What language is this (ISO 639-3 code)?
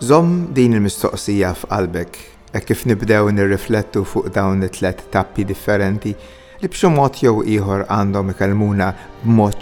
mlt